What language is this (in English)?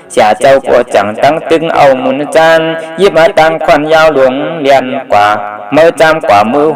Shan